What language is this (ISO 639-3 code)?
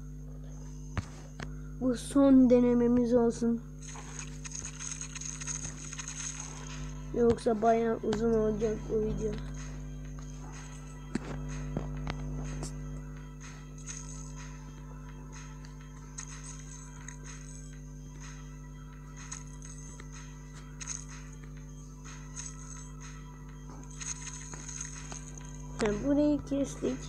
tur